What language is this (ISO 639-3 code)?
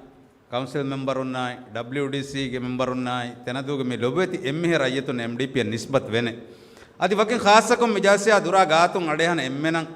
div